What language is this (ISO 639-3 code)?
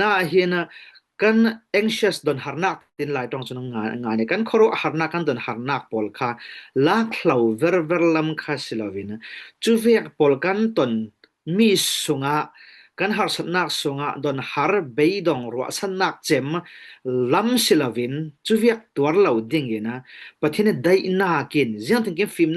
cfm